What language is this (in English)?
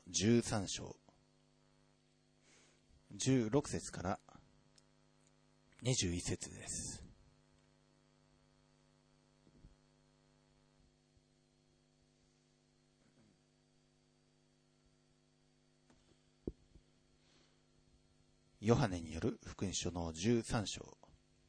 Japanese